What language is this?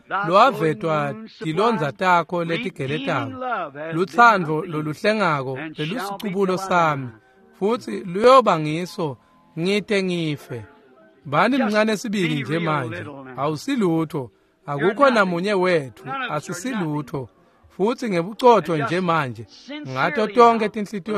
Swati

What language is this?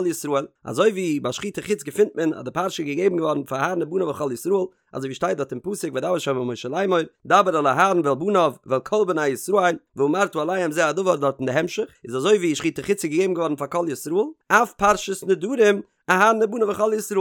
Yiddish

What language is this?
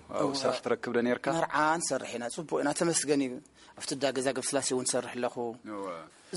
Tigrinya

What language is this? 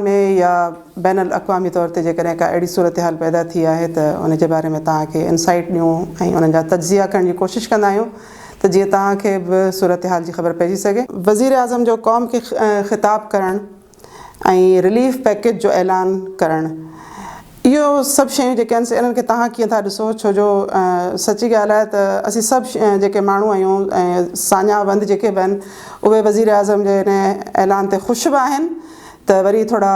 Sindhi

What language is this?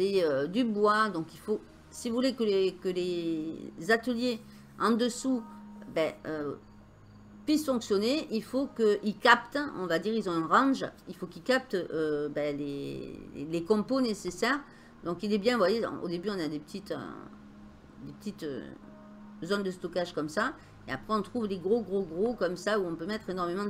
French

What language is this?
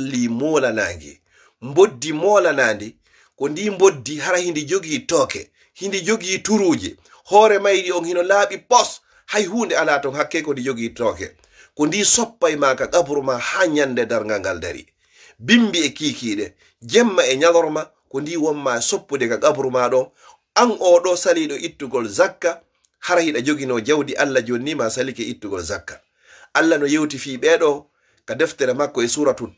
Fula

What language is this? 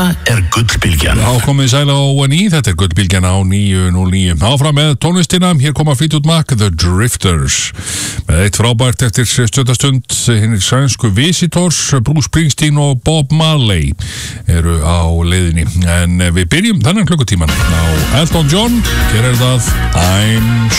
Icelandic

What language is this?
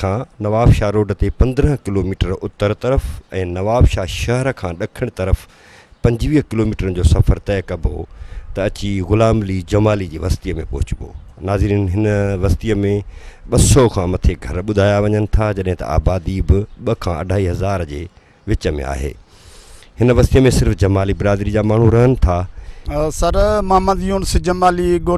Sindhi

